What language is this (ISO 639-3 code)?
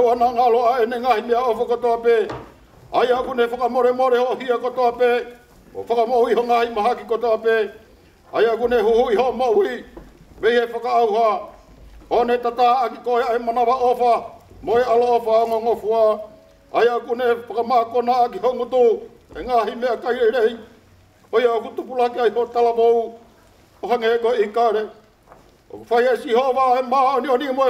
ton